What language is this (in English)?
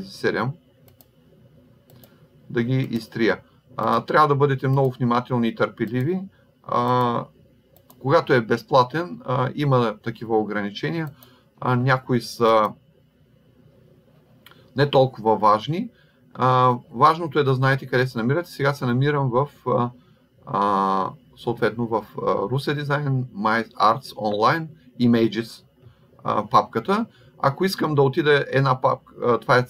Bulgarian